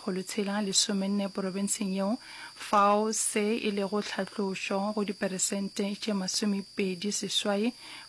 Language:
Northern Sotho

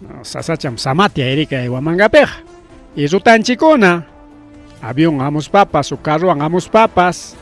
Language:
Ayacucho Quechua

